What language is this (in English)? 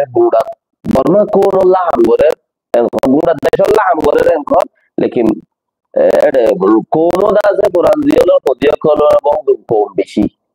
Rohingya